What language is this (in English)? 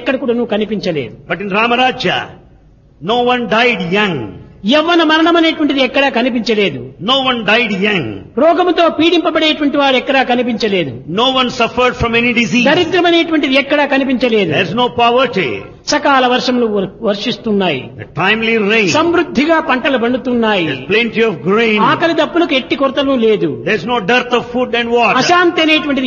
Telugu